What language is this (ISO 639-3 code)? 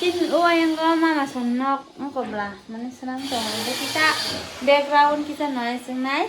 trp